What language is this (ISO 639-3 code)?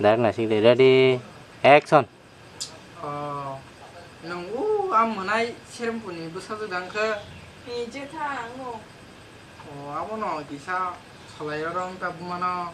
trp